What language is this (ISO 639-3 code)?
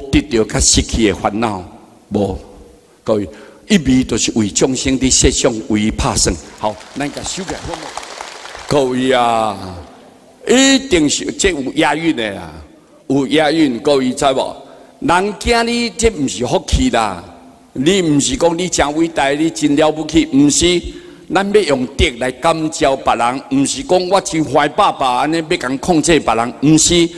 nan